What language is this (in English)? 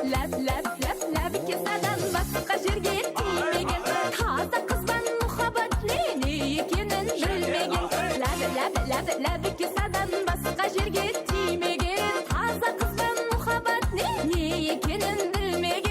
Kara-Kalpak